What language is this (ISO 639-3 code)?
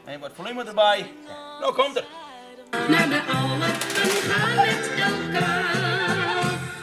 fry